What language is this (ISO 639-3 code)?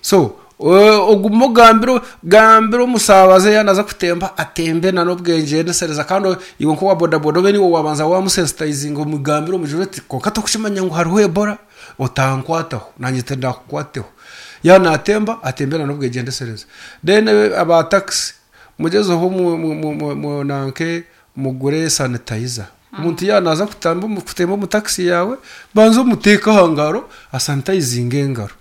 nyn